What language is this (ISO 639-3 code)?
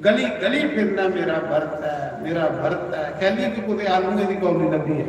doi